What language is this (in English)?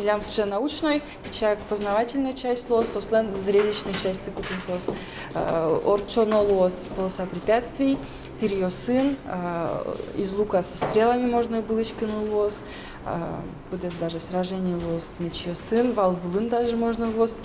Udmurt